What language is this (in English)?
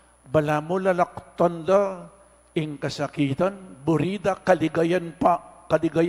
Pampanga